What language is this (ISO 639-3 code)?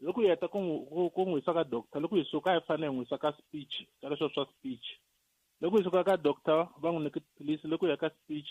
tso